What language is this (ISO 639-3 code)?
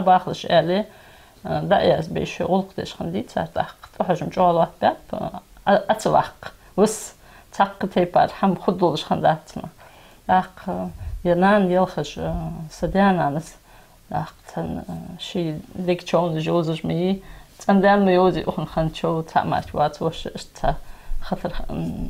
inh